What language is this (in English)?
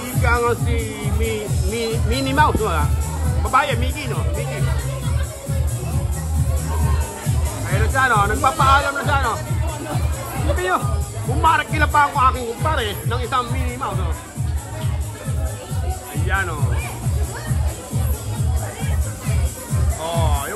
Filipino